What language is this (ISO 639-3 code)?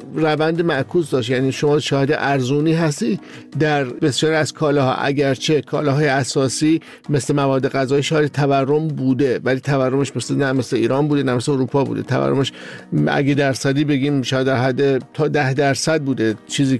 fas